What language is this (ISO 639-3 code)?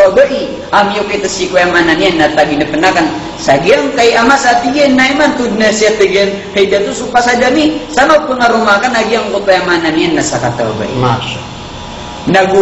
mrw